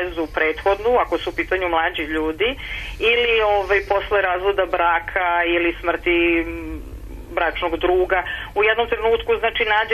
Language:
Serbian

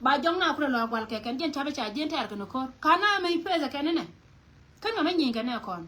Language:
Nuer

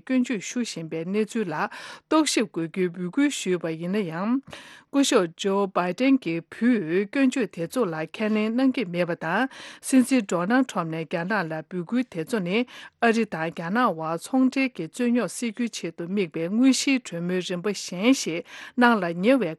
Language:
Tibetan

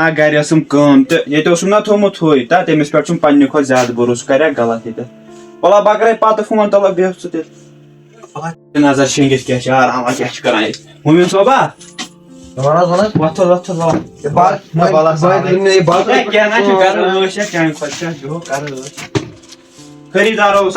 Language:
Kashmiri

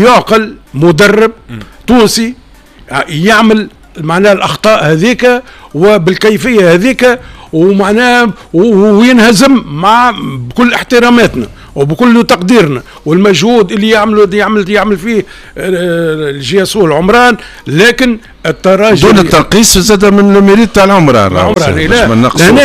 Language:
Tunisian Arabic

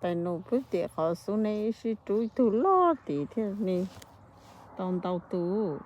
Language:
Hmong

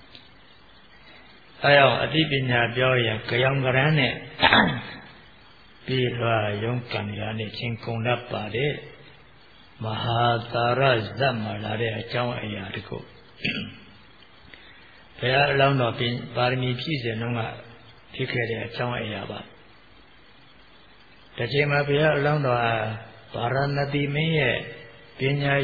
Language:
Burmese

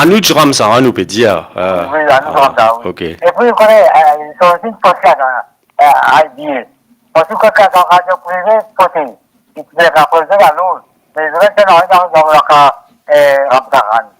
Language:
Morisyen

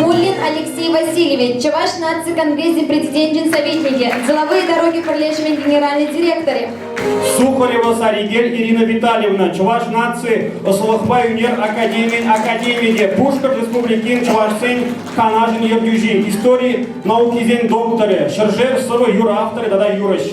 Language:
Chuvash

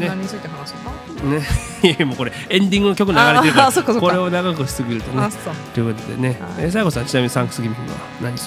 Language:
Japanese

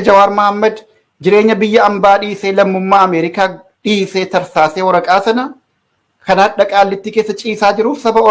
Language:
Oromo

